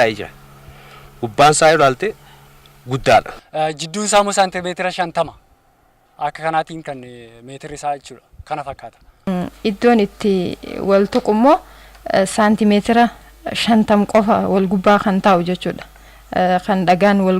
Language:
Oromo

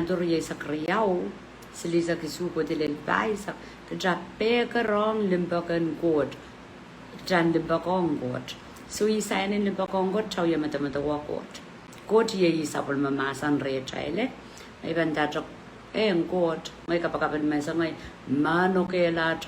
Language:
Pohnpeian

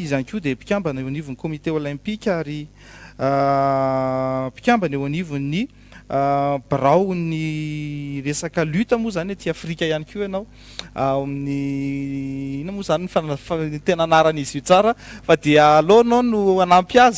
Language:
Malagasy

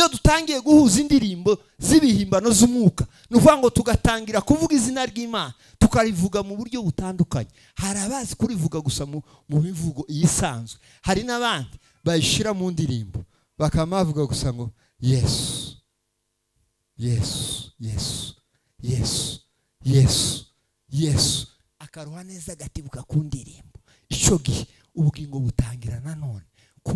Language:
Kinyarwanda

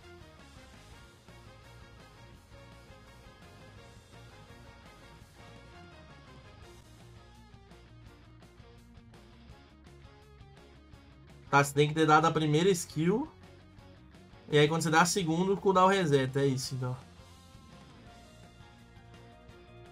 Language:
Portuguese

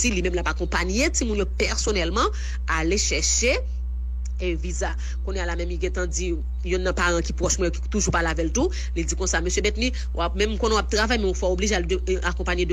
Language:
Haitian Creole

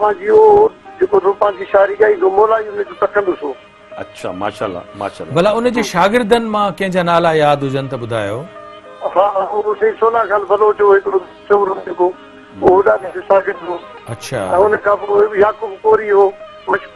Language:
Sindhi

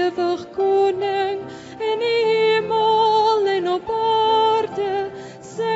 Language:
Afrikaans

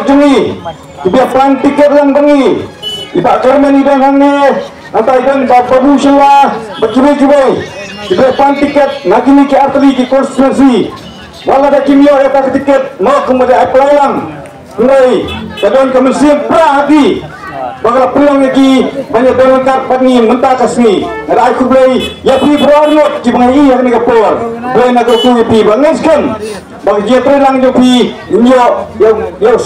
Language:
Khasi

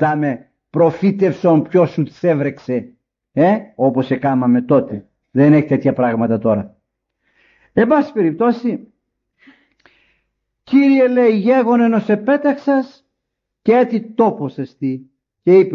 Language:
Greek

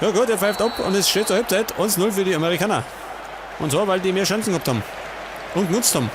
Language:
Bavarian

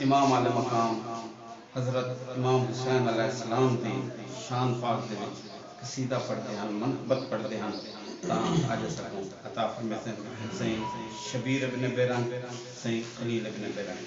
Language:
Saraiki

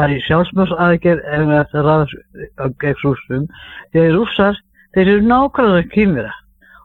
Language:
Icelandic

